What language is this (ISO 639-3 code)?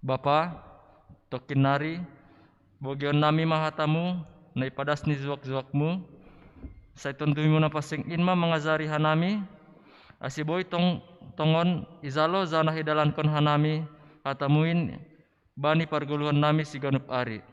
bts